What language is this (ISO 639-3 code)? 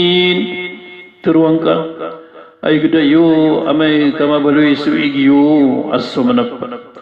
mrw